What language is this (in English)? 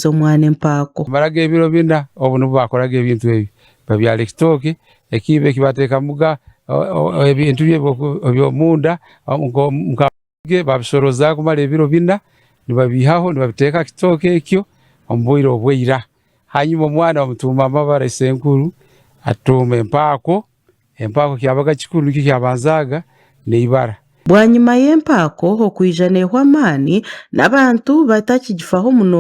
Nyankole